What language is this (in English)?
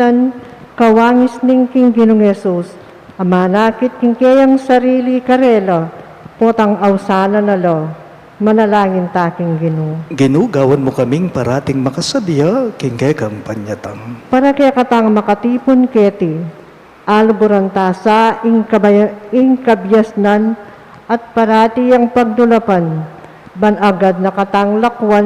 Pampanga